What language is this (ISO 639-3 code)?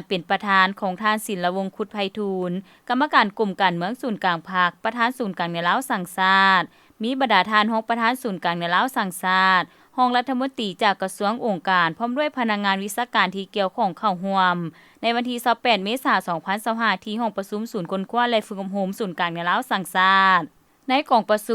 lao